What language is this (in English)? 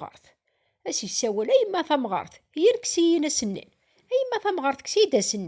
Kabyle